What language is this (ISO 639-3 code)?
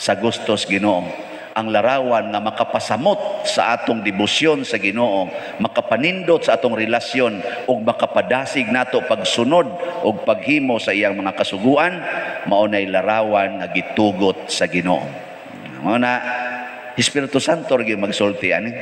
ceb